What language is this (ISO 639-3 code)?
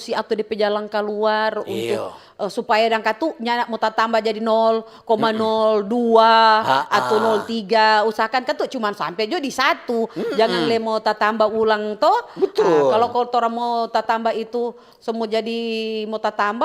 xmm